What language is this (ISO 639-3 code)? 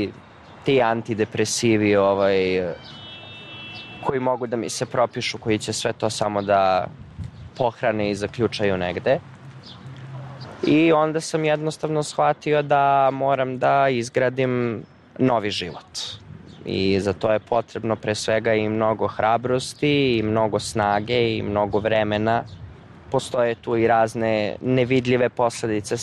srp